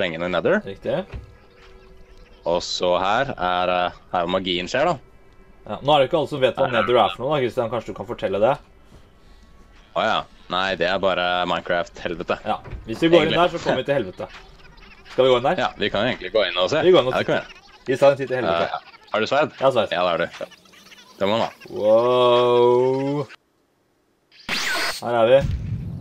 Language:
Norwegian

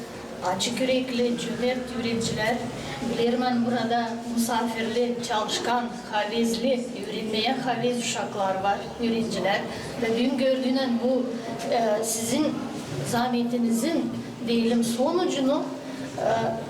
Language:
Gagauz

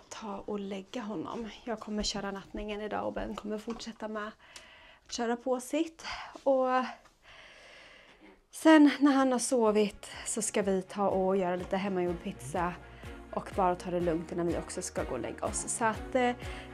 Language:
Swedish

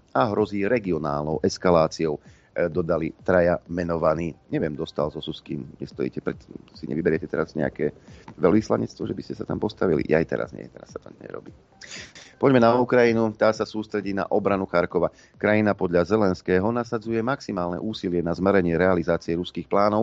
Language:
Slovak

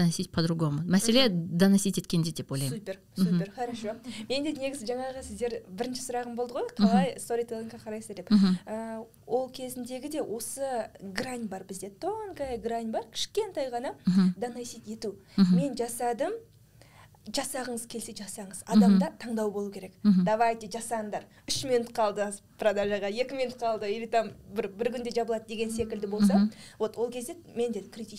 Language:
Kazakh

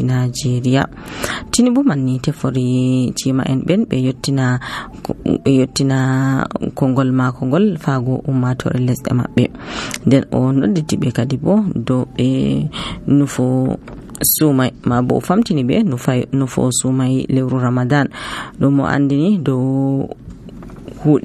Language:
Nigerian Fulfulde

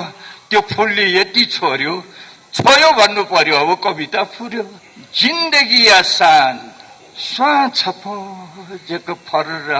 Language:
Newari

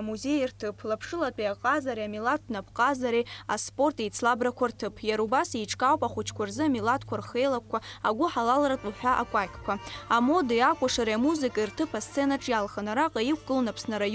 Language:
Abkhazian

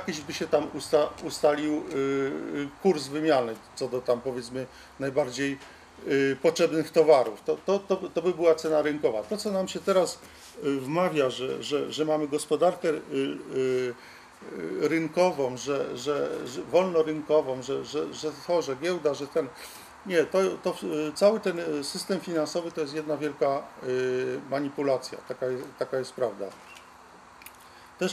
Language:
Polish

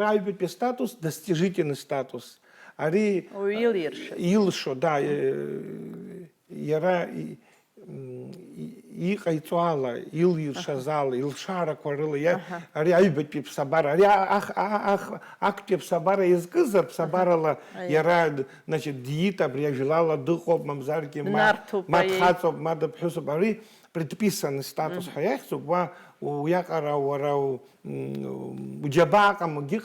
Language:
Abkhazian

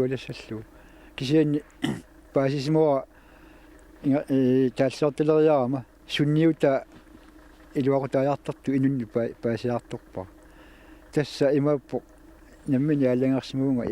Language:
Kalaallisut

